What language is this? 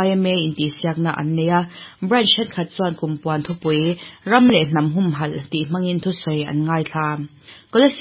Mizo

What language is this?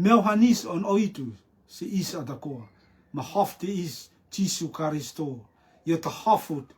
Rotuman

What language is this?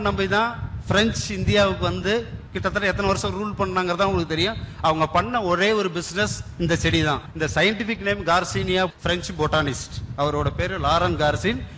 Tamil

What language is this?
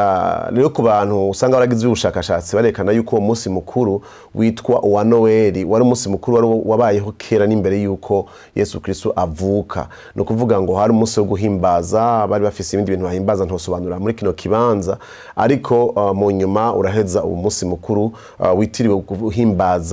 Rundi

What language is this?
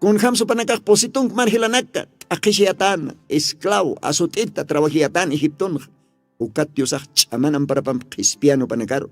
Aymara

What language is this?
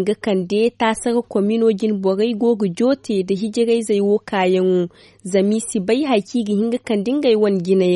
Zarma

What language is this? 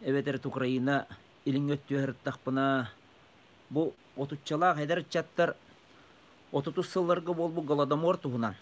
Yakut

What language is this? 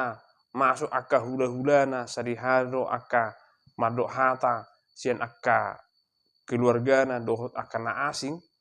Batak Toba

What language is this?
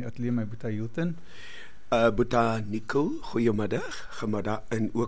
Afrikaans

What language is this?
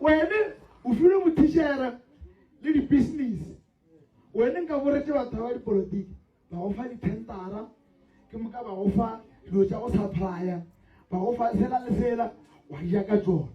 Northern Sotho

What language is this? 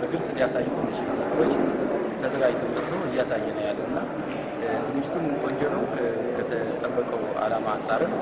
Amharic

